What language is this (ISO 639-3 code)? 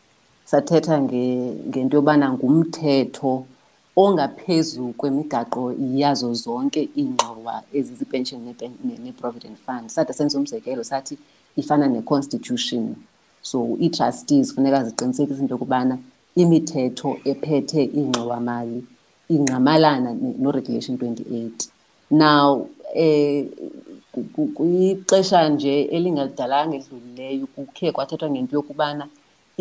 xho